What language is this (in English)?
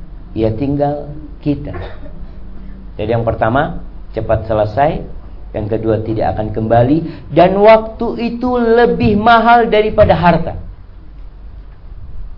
Indonesian